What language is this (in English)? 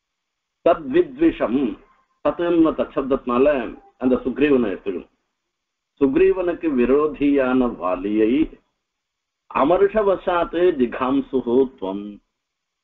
Tamil